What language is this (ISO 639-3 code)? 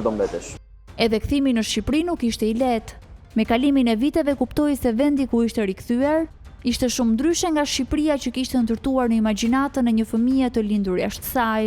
sqi